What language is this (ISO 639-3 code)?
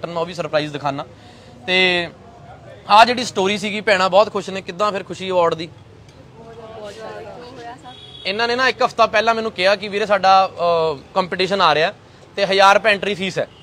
pan